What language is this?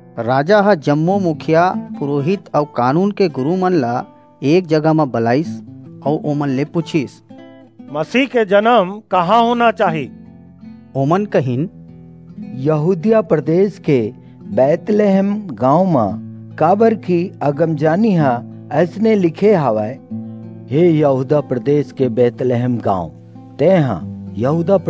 Chhattisgarhi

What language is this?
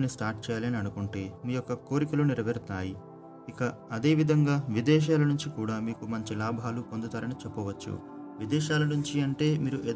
Telugu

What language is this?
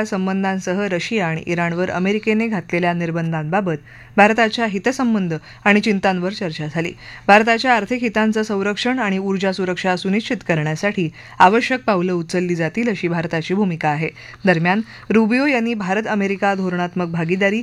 Marathi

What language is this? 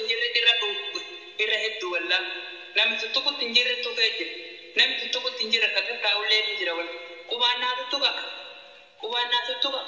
Oromo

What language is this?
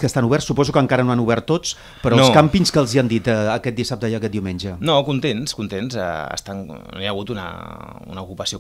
Catalan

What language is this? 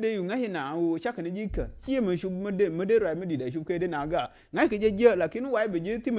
Nuer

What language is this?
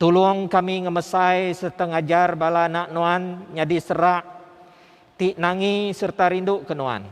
Iban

